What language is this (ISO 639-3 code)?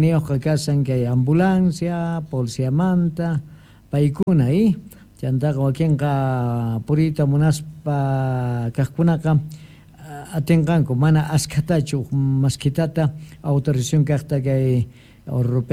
quh